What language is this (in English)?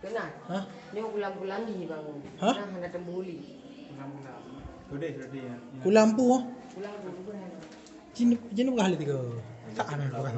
Achinese